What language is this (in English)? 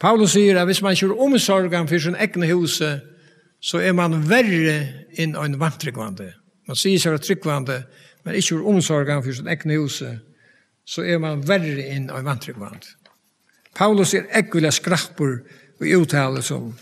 Faroese